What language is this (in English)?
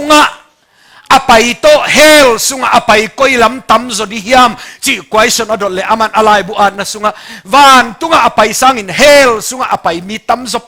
Tedim Chin